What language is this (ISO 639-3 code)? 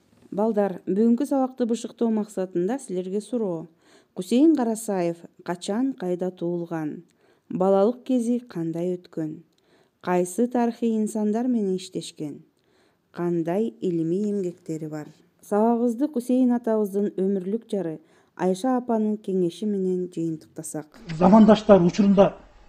kir